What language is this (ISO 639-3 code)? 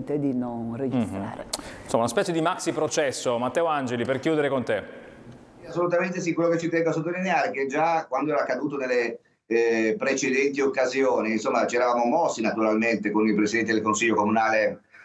ita